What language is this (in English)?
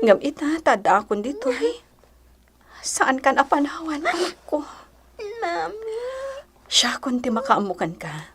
Iloko